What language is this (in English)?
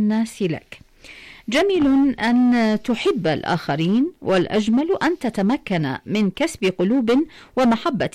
Arabic